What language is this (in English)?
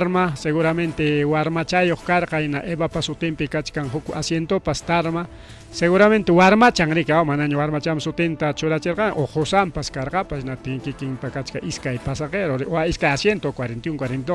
Ayacucho Quechua